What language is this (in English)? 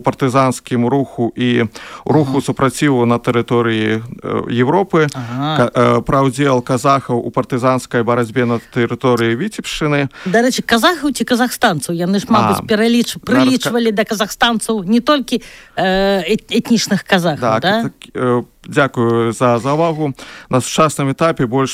Belarusian